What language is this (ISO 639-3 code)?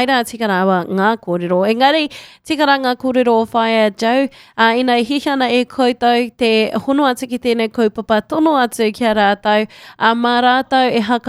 mri